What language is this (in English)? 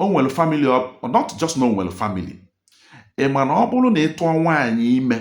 Igbo